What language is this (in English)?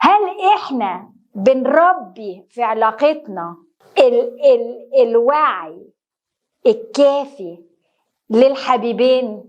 Egyptian Arabic